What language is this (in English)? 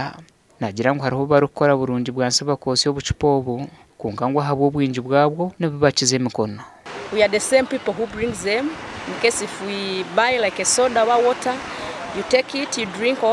Nyankole